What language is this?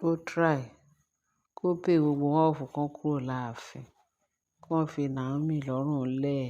Yoruba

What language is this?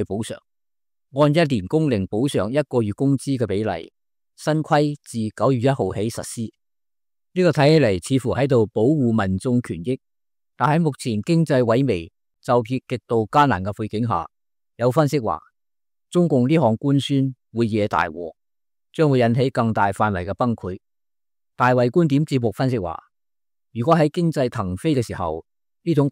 Cantonese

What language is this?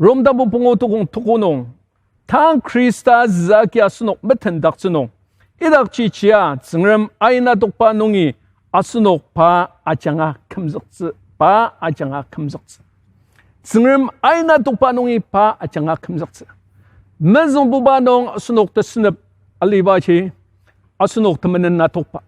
Ao Naga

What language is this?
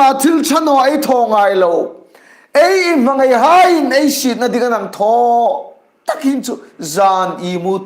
Hmar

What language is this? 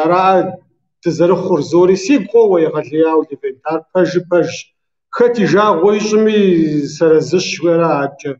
Kabardian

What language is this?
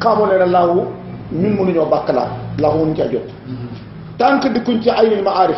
Wolof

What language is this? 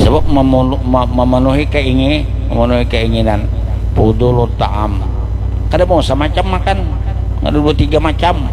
Banjar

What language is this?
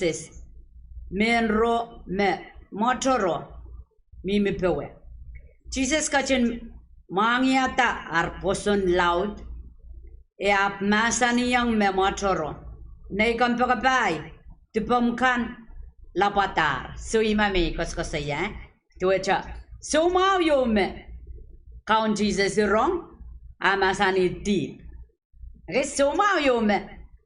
Pohnpeian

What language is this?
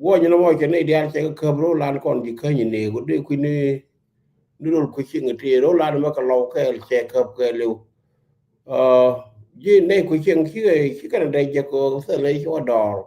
Nuer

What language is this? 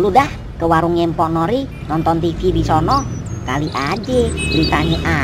Betawi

